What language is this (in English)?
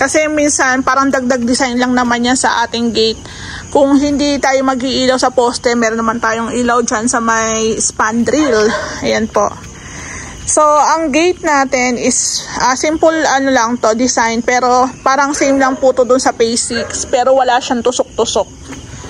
Filipino